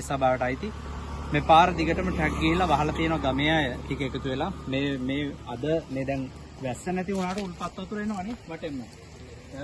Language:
Sinhala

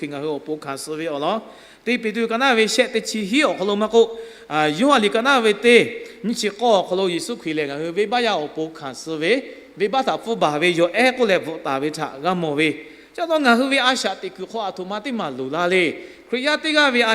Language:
Lahu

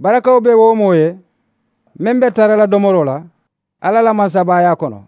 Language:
Mandingo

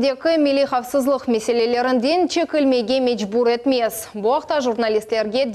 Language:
Crimean Tatar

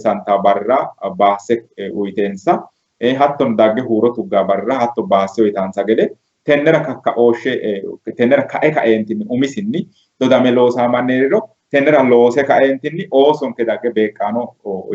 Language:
Sidamo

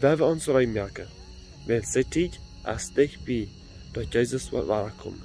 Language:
Plautdietsch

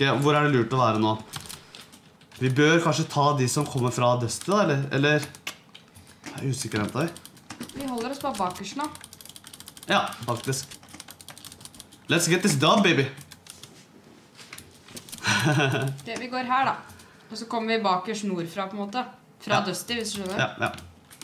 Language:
Norwegian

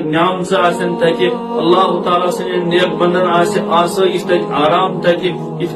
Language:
Kashmiri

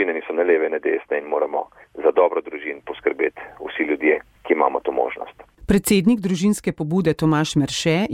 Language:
Slovenian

